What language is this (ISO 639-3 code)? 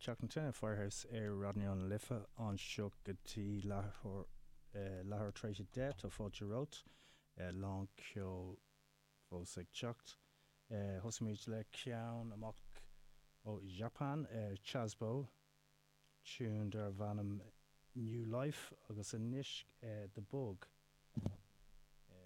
gle